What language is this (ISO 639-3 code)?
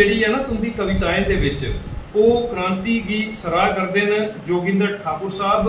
doi